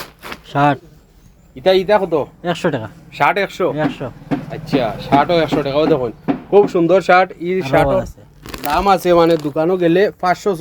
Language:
Sylheti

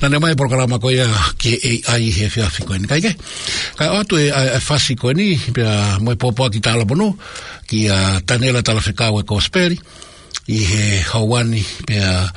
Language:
Tongan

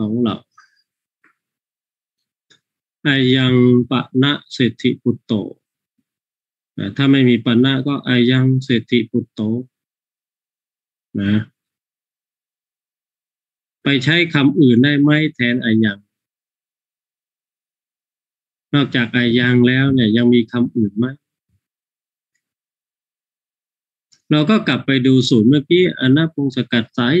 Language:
Thai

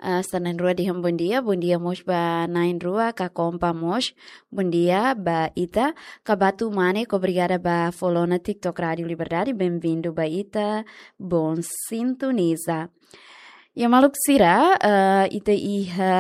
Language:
Tetum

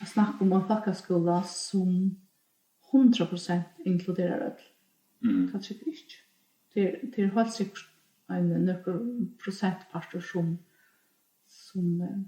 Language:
Faroese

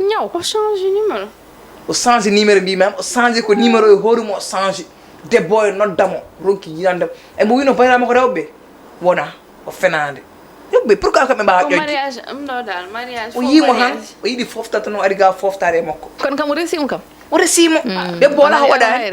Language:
Fula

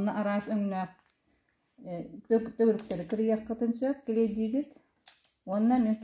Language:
Yakut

